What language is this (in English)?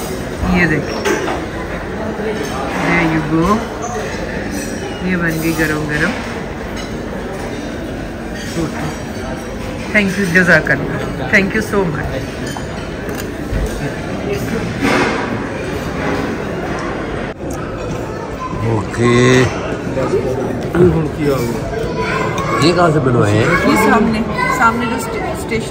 Hindi